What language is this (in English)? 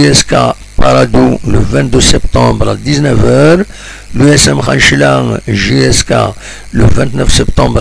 Kabyle